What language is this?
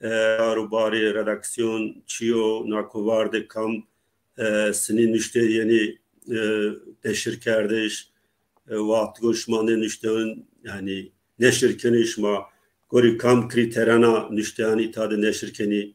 Zaza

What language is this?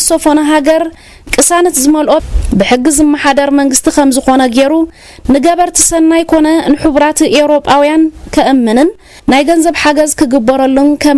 Tigrinya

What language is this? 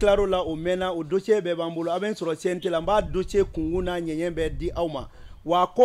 Bambara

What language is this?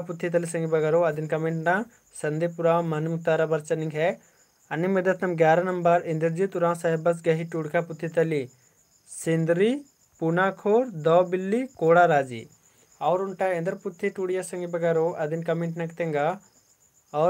Kurukh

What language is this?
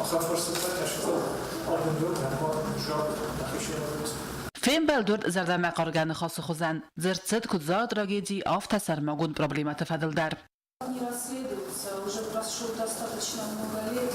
Ossetic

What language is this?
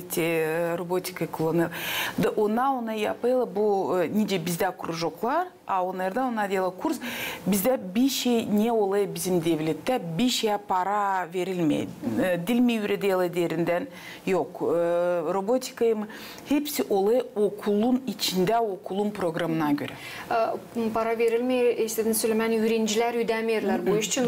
Gagauz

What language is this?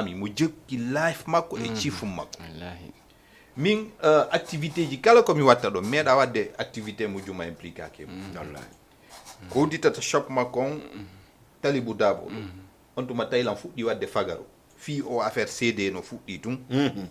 Fula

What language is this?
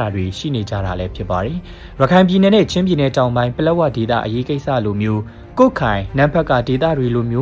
Burmese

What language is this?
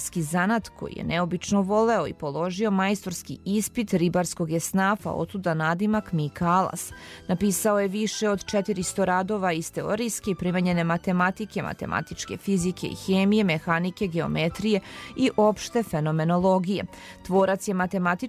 Serbian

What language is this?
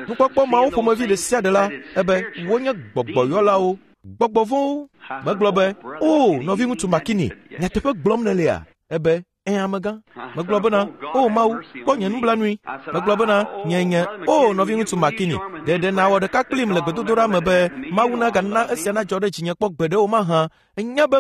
Ewe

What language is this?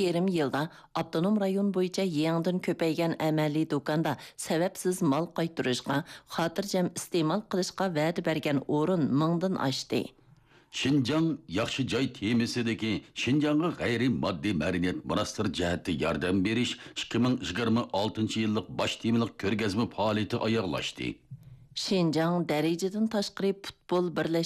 Uyghur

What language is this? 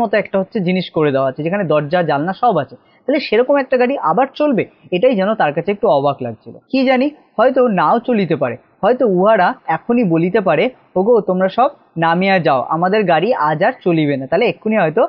Bangla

